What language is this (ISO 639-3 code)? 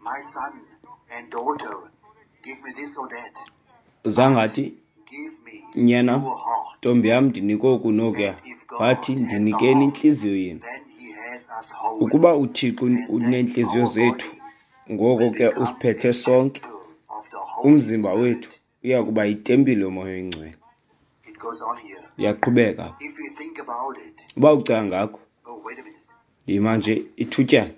xho